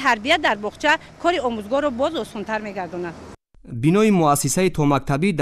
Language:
Tajik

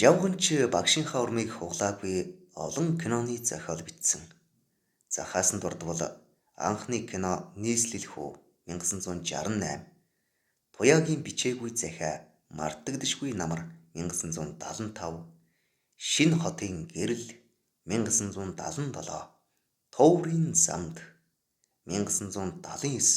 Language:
Mongolian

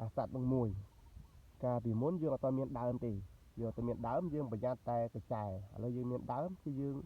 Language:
Khmer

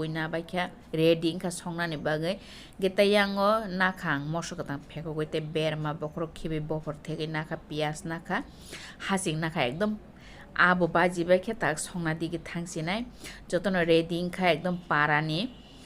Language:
Kok Borok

